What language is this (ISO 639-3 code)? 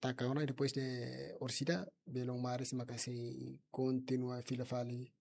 tet